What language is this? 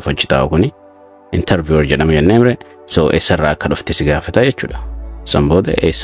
Oromo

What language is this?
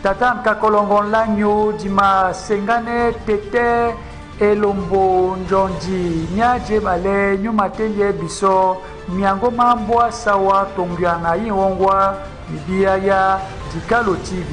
Duala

